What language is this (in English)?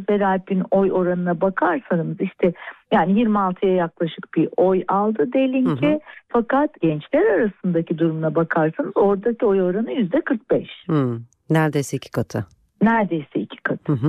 Turkish